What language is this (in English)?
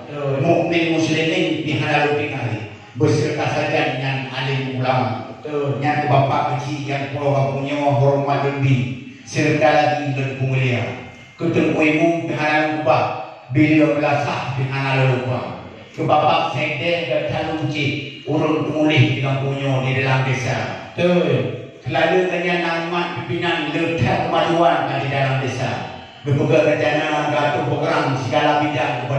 Achinese